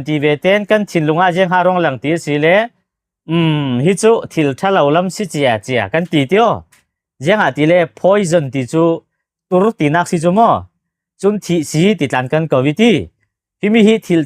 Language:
Falam Chin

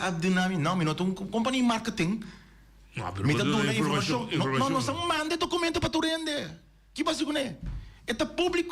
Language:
Papiamento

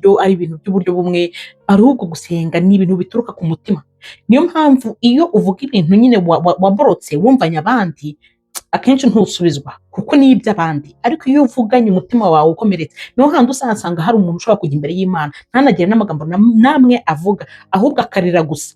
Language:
Kinyarwanda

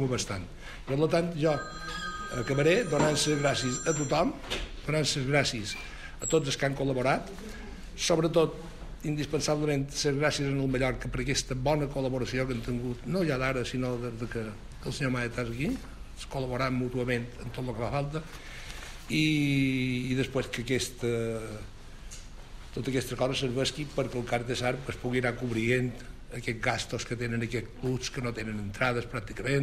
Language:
Catalan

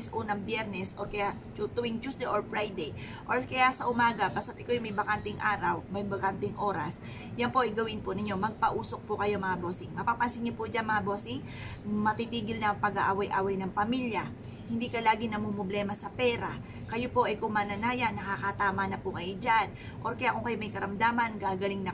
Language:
Filipino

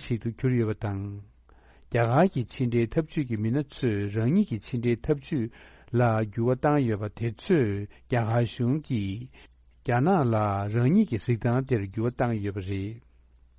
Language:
Tibetan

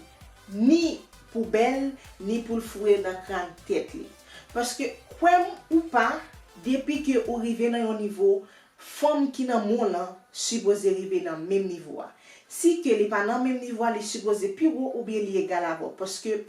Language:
Haitian Creole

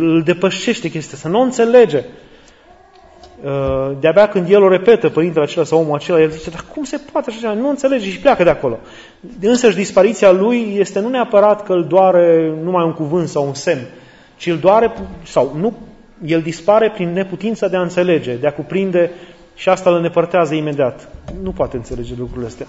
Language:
Romanian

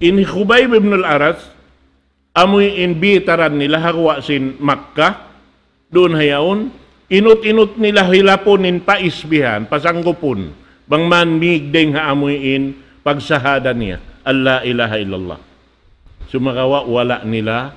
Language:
Tausug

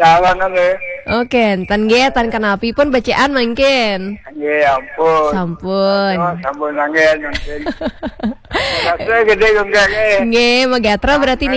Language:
Balinese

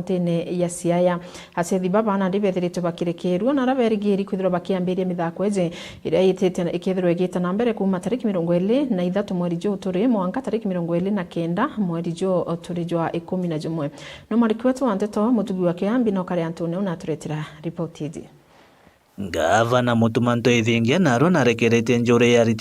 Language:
Meru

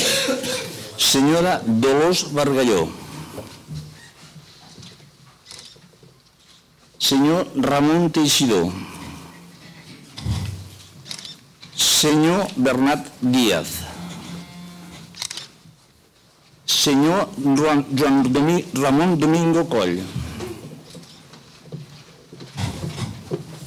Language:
Catalan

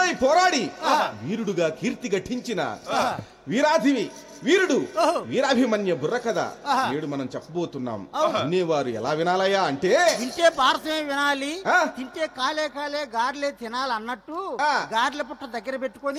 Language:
Telugu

